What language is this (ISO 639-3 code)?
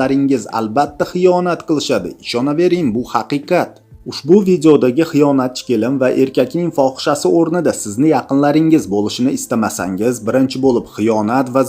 uzb